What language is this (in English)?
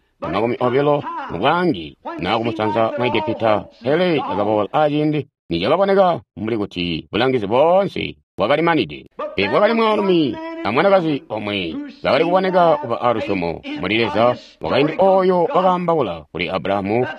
Tonga (Zambia)